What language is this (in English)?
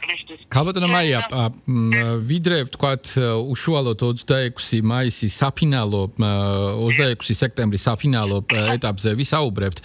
Georgian